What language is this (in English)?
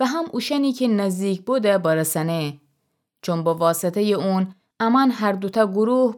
Gilaki